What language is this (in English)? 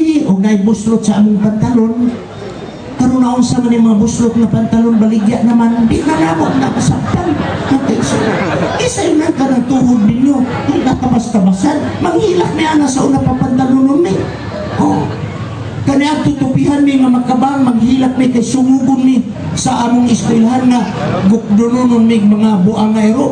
Cebuano